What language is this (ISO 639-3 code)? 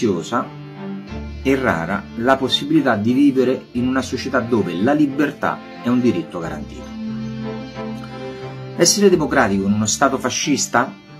ita